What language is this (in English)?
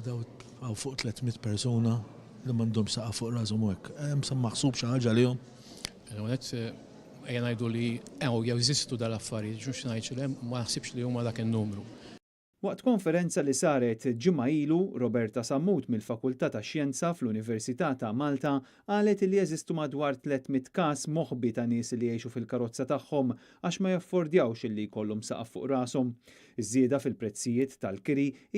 Maltese